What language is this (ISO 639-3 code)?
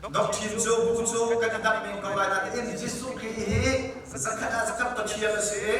cnh